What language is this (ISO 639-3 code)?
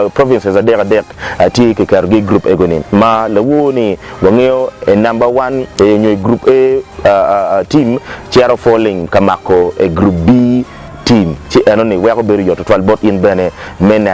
ach